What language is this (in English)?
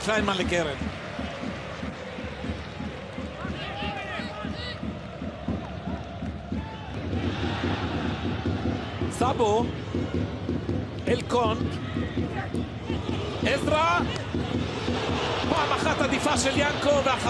Hebrew